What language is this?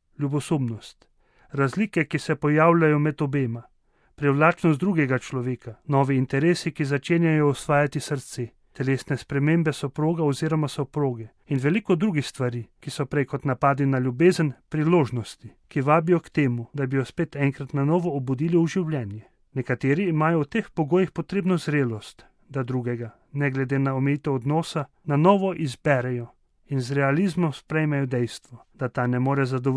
Slovenian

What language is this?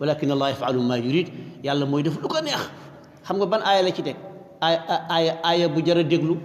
Wolof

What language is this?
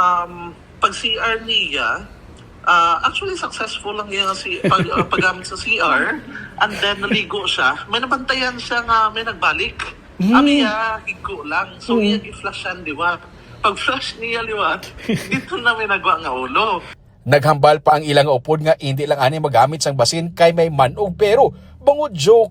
Hiligaynon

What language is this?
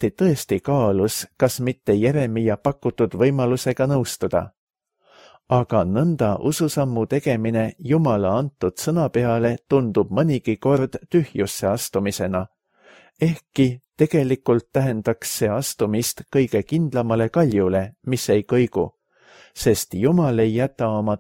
Estonian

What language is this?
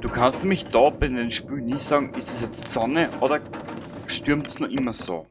Bavarian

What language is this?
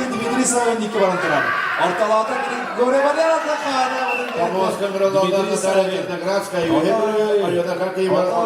Yakut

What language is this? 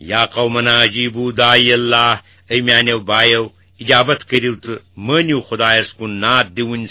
Kashmiri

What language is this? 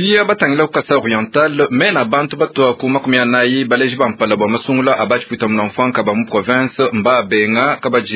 Luba-Lulua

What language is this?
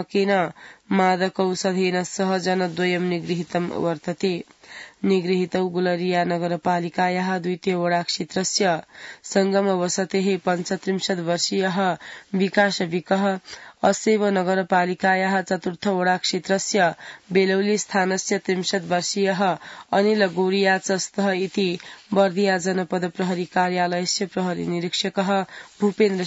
Sanskrit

